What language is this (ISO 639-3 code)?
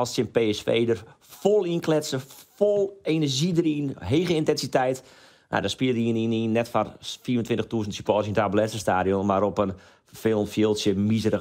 fry